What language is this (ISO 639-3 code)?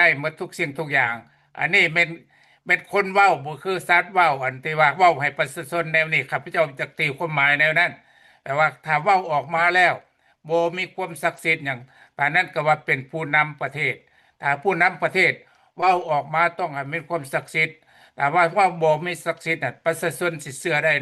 lao